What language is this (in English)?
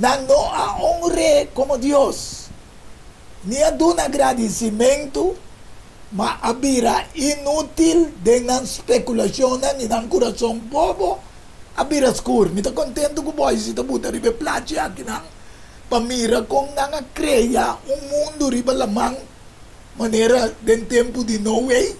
Papiamento